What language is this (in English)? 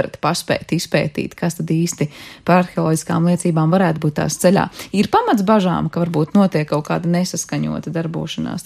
Latvian